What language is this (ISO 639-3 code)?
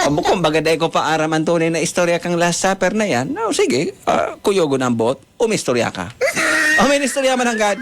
bik